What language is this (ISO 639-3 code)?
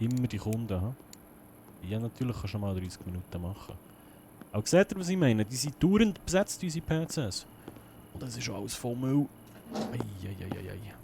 gsw